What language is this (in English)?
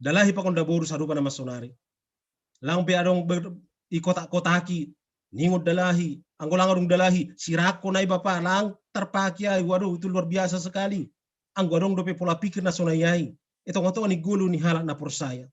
Batak Simalungun